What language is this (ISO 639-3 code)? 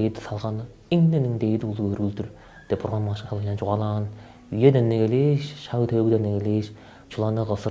tyv